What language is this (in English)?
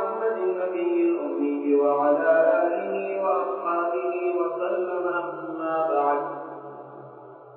Tamil